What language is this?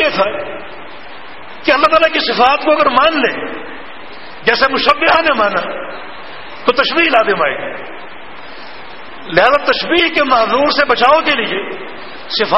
Urdu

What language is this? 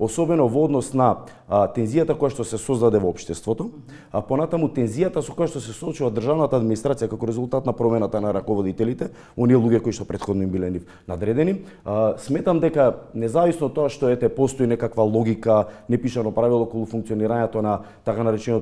Macedonian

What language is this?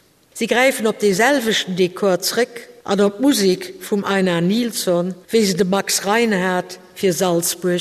Luxembourgish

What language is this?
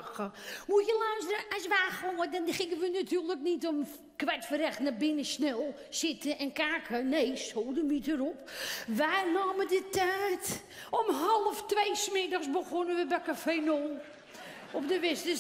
Dutch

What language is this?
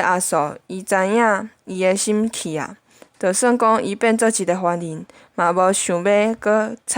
Min Nan Chinese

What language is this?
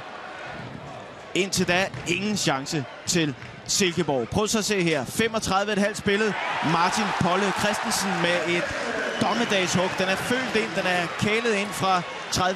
Danish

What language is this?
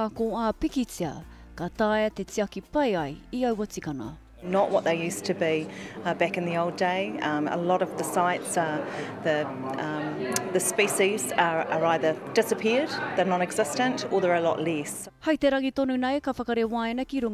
Māori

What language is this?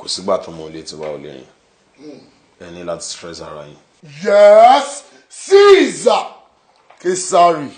Yoruba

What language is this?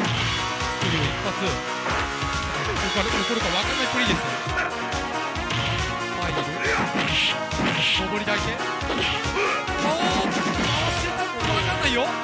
Japanese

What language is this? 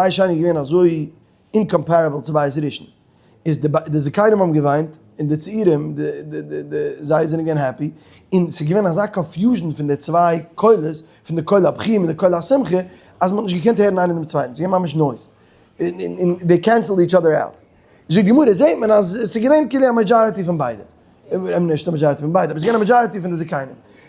Yiddish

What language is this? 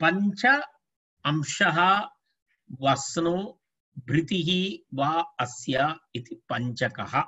Sanskrit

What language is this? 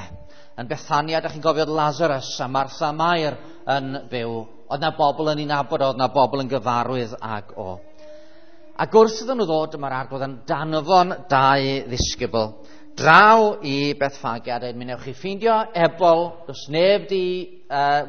Welsh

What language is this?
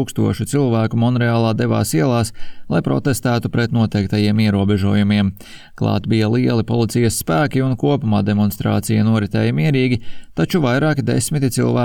Latvian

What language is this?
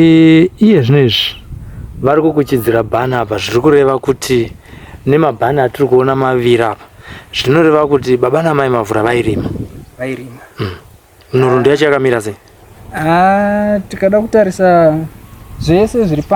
Shona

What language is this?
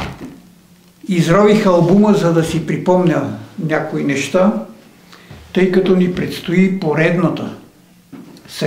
Bulgarian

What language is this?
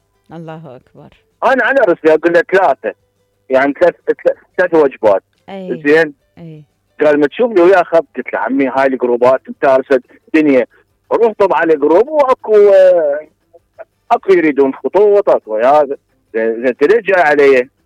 Mesopotamian Arabic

